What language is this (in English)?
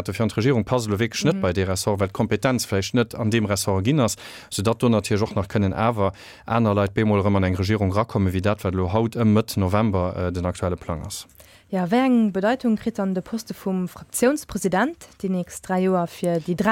Luxembourgish